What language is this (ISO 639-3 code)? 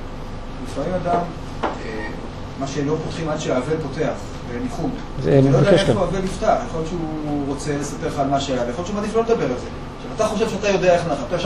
heb